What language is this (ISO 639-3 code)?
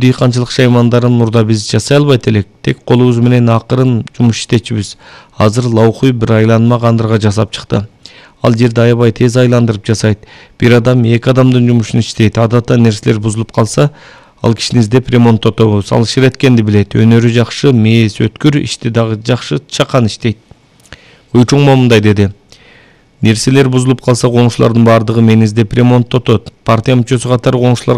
kir